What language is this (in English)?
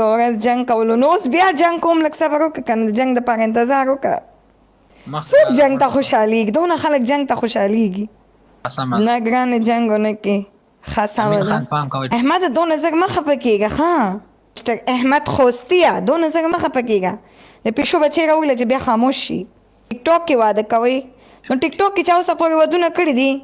Pashto